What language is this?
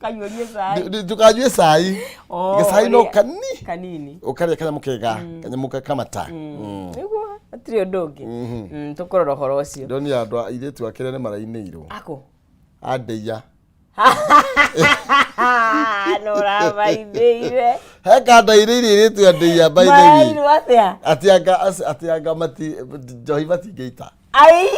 Kikuyu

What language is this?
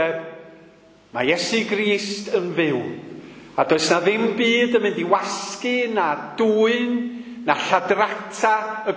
Welsh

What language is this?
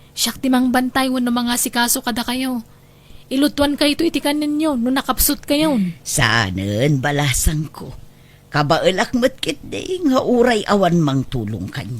Iloko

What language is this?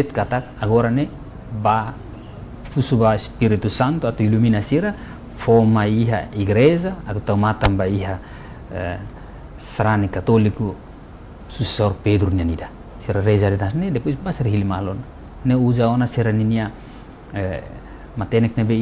Tetum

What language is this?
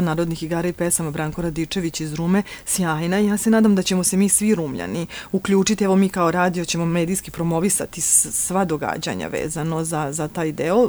Serbian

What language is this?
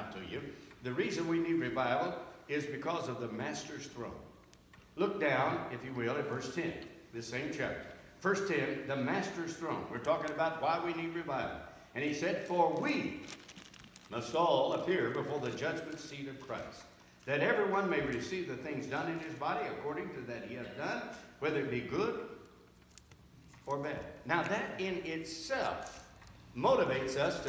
English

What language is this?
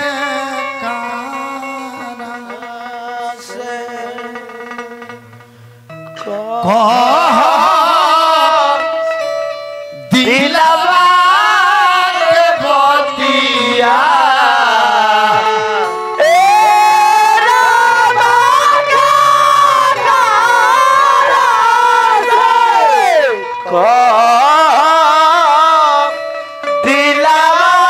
Bhojpuri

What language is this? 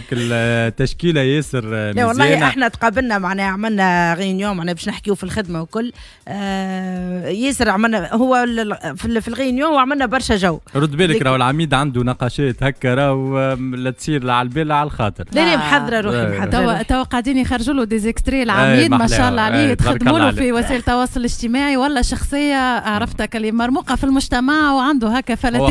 Tunisian Arabic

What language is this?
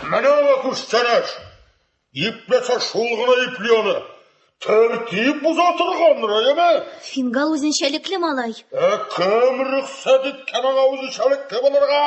Tatar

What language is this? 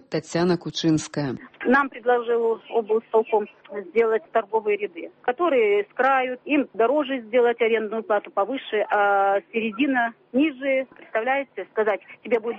Belarusian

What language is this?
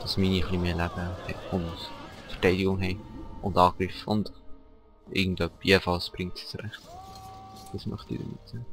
Swiss German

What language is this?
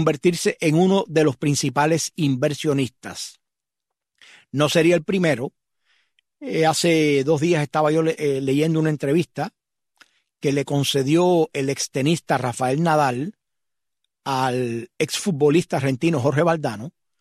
Spanish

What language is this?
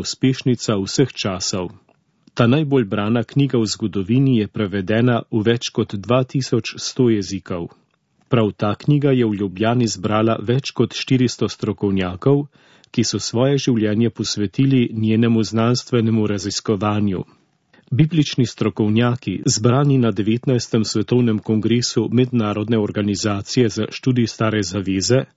Slovenian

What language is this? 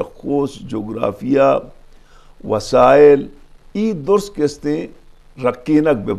Eastern Balochi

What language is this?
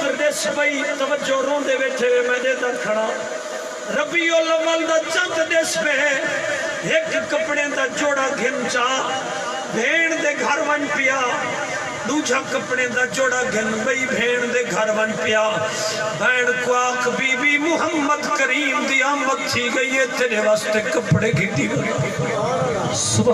Saraiki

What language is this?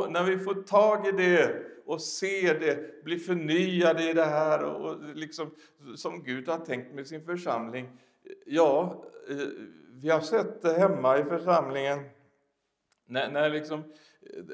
Swedish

